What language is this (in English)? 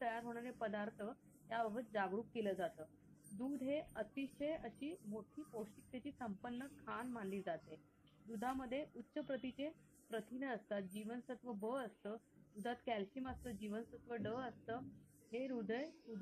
Marathi